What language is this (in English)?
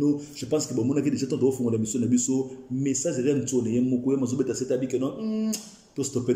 Lingala